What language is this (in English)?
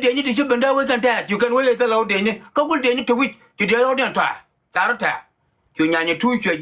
Nuer